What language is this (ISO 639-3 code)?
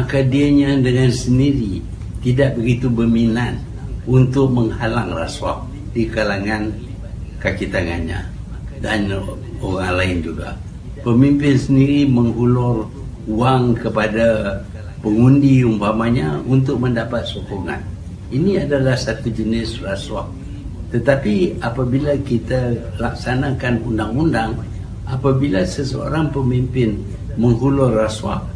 msa